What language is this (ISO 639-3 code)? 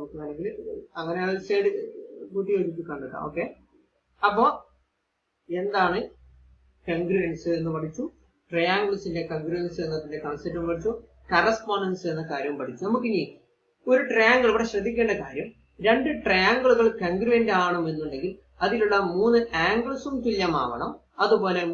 mal